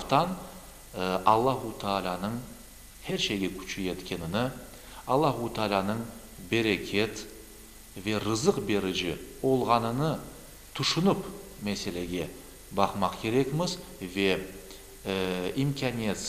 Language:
Crimean Tatar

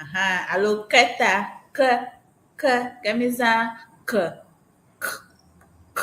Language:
Ewe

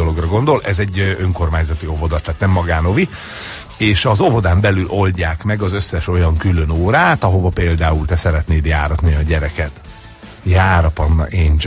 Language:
Hungarian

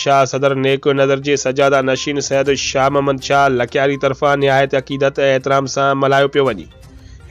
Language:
Sindhi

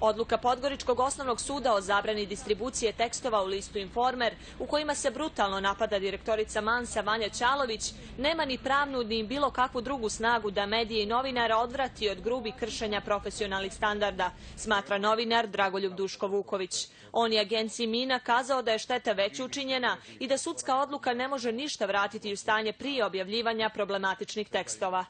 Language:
Bosnian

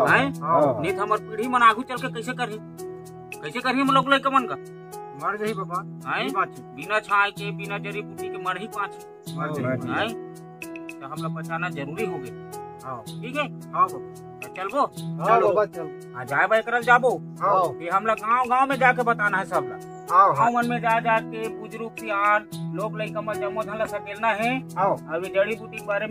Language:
Chhattisgarhi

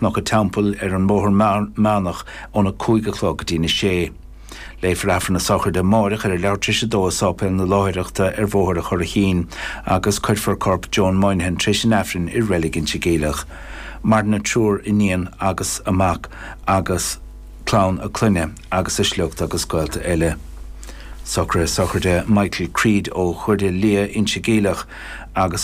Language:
Irish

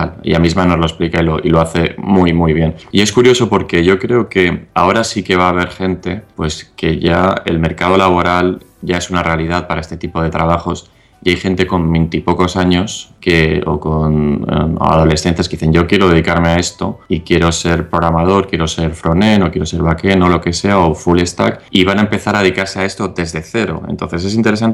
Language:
Spanish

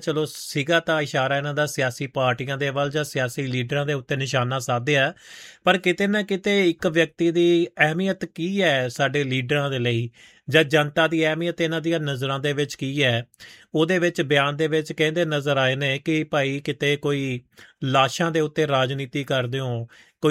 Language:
Punjabi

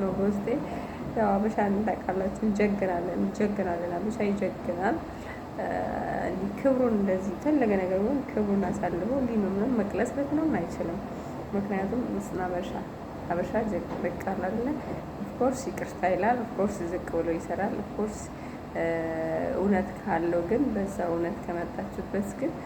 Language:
Amharic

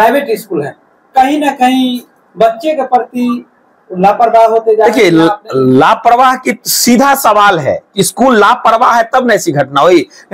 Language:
Hindi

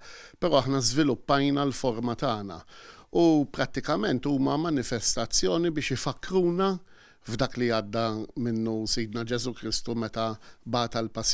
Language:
Maltese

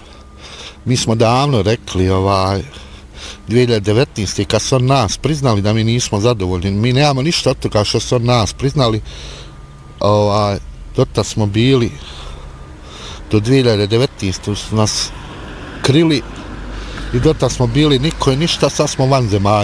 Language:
Bosnian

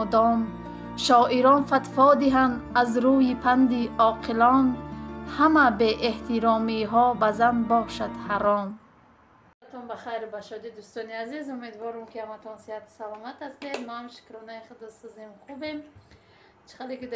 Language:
Tajik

